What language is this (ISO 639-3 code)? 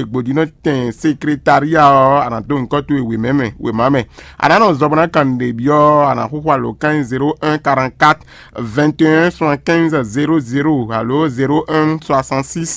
fon